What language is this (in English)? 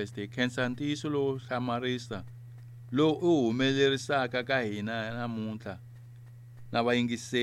Tsonga